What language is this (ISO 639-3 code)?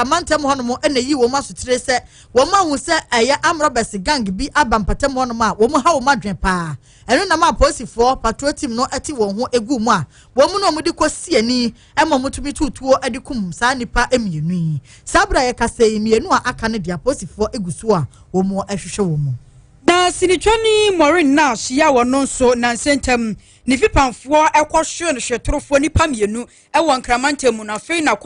aka